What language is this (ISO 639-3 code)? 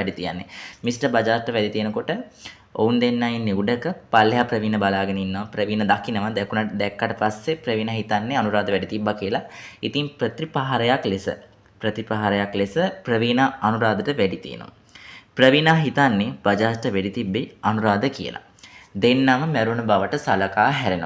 sin